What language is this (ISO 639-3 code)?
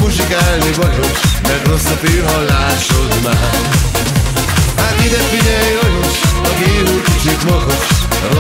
hun